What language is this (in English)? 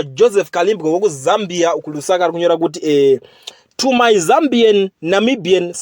Shona